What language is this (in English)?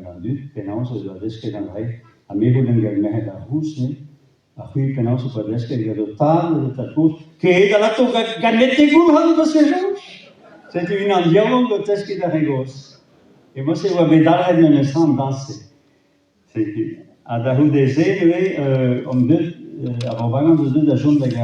Breton